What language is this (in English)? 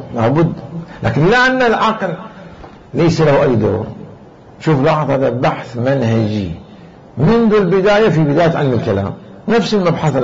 Mesopotamian Arabic